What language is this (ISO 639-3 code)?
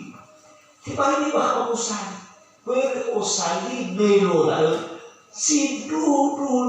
nia